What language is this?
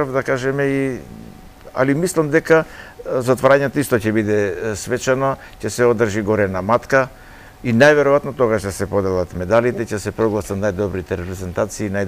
Macedonian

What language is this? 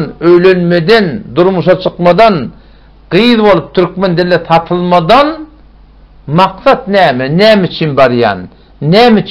Turkmen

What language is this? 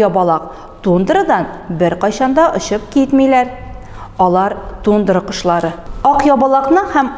Tatar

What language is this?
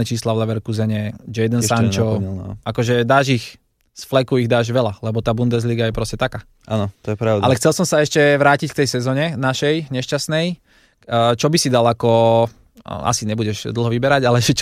Slovak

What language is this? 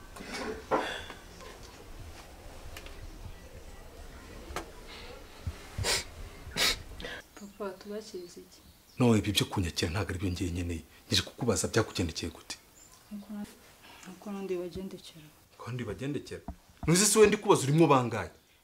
Kinyarwanda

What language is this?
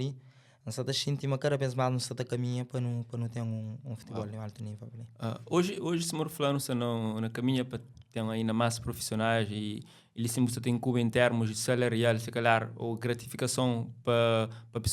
Kabuverdianu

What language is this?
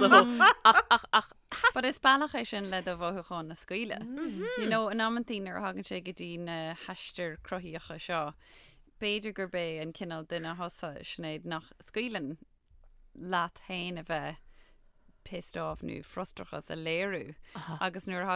Irish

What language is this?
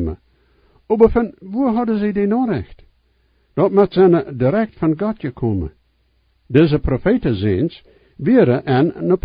Plautdietsch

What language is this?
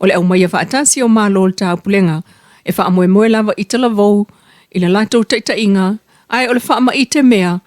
Samoan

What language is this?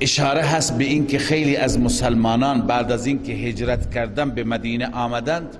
Persian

